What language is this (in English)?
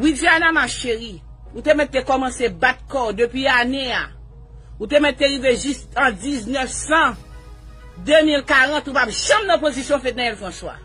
Haitian Creole